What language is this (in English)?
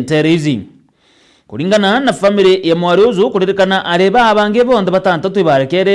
Meru